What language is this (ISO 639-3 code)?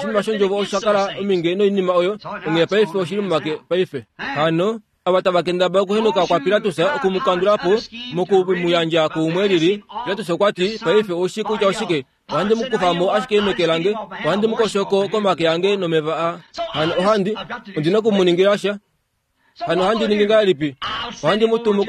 kua